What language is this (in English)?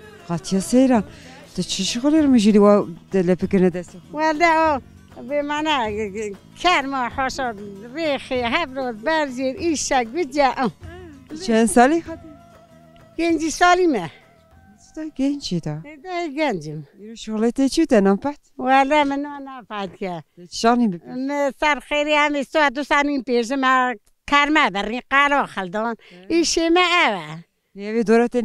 Kurdish